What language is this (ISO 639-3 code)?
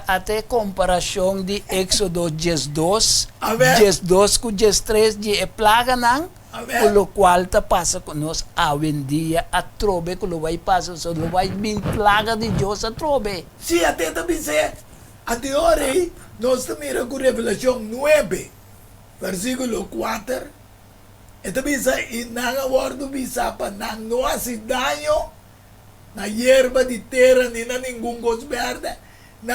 pap